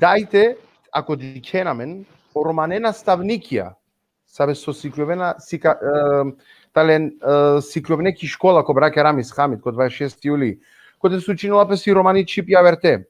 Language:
Balkan Romani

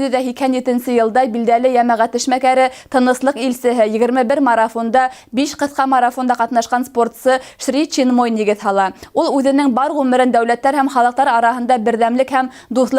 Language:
Bashkir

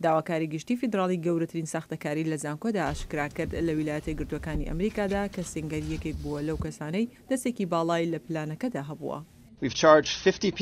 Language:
Central Kurdish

